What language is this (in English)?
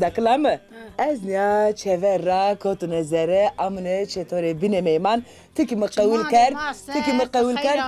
Zaza